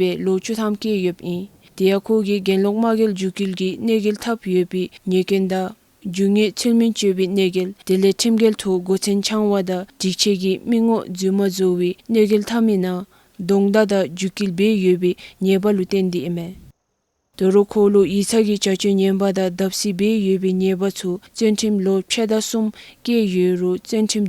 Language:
Dzongkha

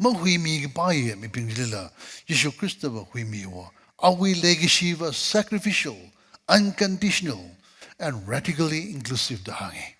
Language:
Tangkhul Naga (India)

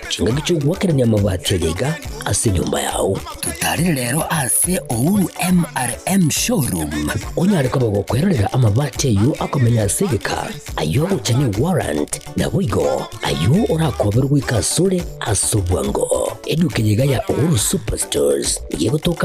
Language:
Gusii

